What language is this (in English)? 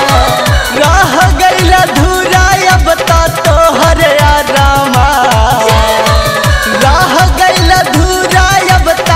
Bhojpuri